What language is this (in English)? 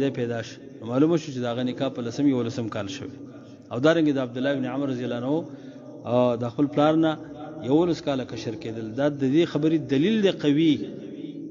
Pashto